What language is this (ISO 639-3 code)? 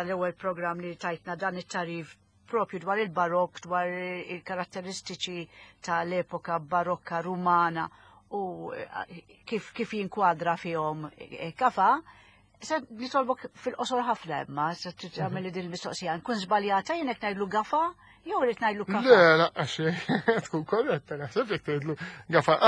mlt